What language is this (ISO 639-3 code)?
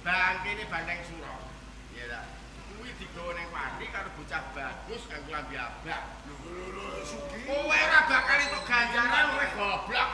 jav